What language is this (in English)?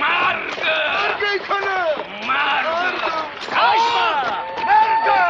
Ossetic